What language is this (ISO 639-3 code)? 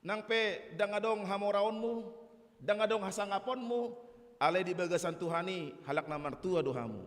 bbc